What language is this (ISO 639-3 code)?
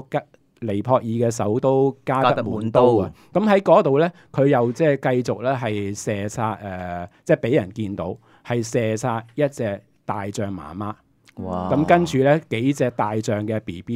yue